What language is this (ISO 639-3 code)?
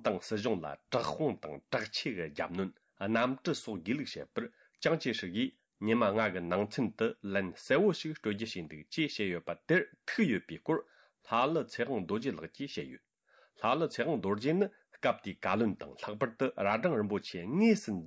bod